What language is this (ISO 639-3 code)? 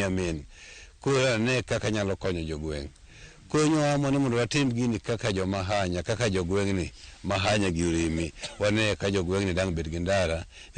luo